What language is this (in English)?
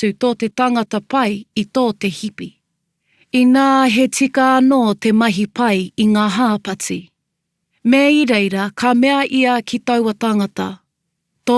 Māori